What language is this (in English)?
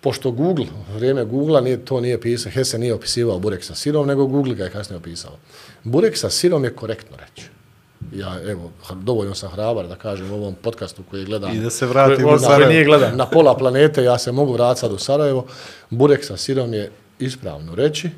Bosnian